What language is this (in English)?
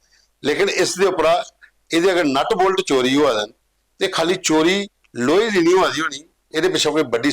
Dogri